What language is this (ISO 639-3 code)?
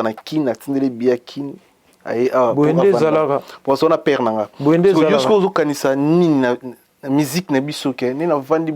lin